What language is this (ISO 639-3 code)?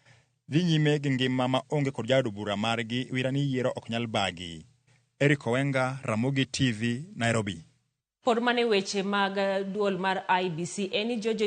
luo